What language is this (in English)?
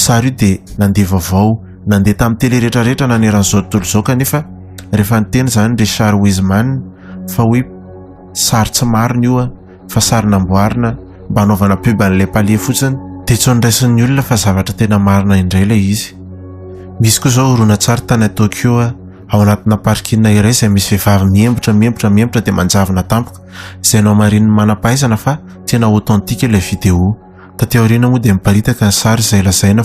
Malagasy